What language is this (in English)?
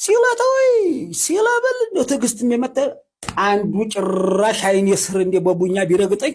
Amharic